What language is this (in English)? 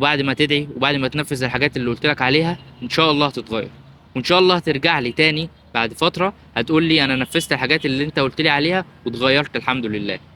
Egyptian Arabic